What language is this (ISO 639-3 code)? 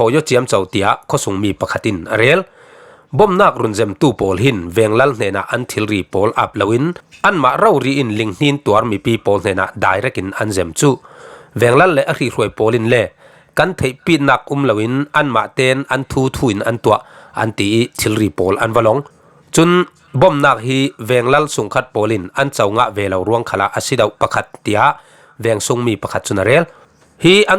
cfm